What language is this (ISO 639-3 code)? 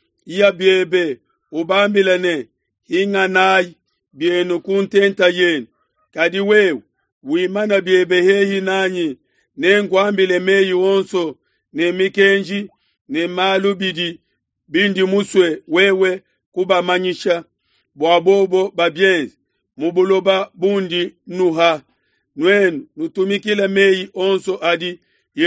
lua